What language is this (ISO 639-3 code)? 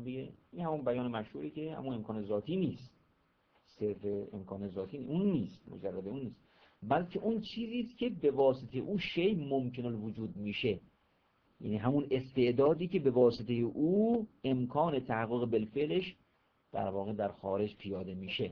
fas